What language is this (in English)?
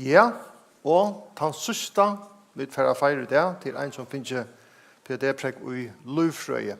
Faroese